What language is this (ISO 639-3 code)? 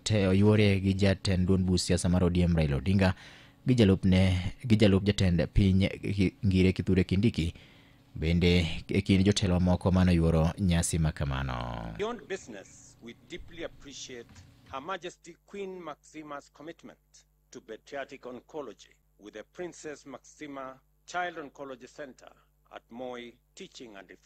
luo